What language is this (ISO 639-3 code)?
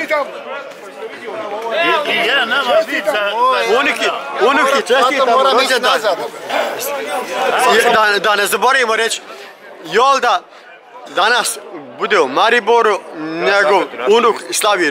bos